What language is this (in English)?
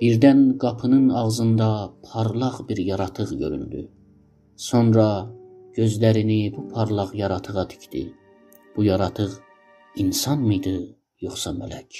South Azerbaijani